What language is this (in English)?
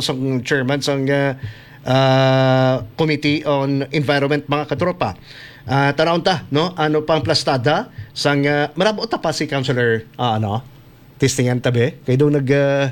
Hiligaynon